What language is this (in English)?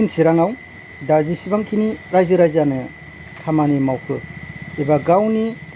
Bodo